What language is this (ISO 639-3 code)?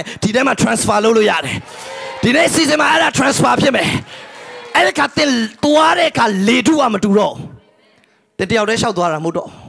mya